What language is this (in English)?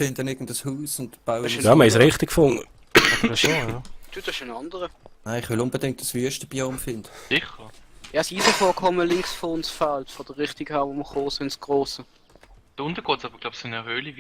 Swiss German